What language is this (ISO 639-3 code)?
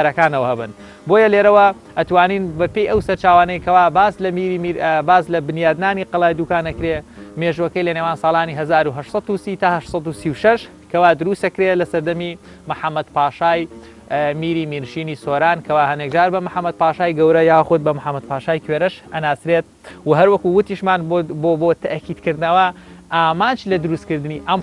ckb